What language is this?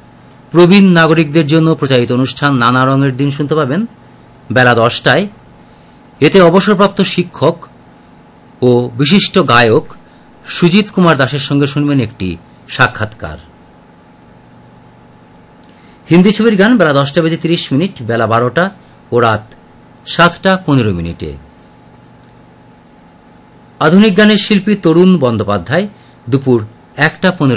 Bangla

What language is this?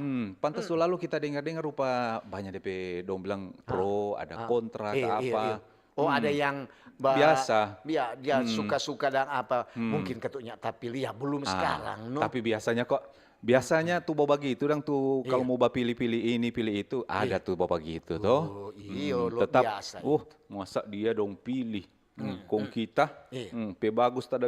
Manado Malay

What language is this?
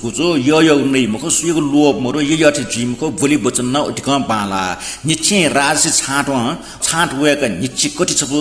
Newari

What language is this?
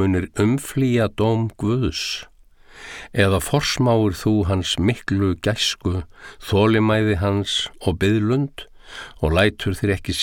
Icelandic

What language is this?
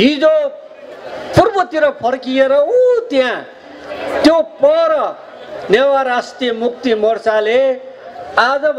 Newari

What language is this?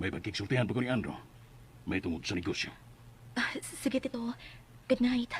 Cebuano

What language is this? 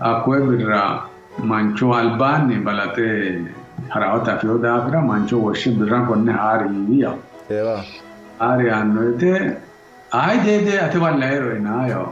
Sidamo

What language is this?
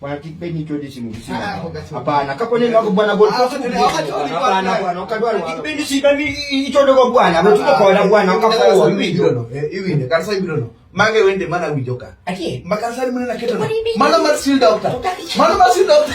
Luo (Kenya and Tanzania)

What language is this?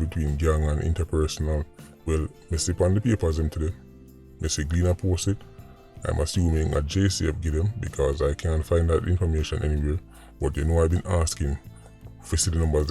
Jamaican Creole English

